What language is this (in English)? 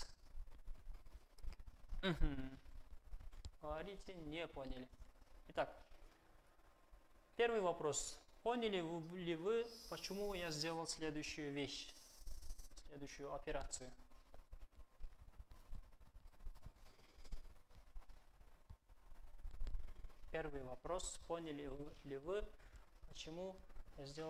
Russian